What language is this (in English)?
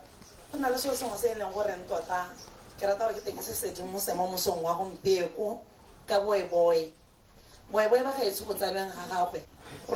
Tswana